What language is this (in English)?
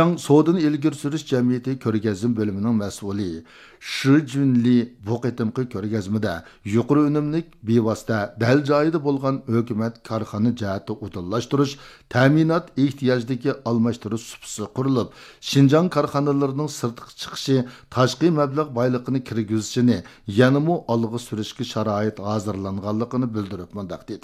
Uyghur